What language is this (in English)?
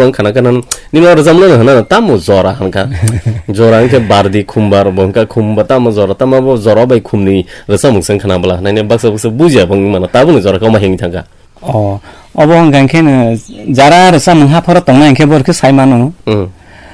Kok Borok